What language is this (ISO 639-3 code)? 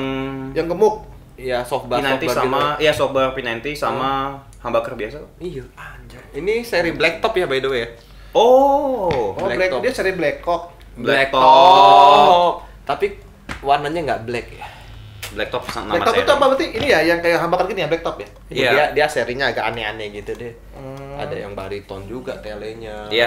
ind